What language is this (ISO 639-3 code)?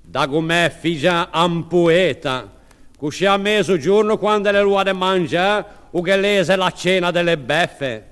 lij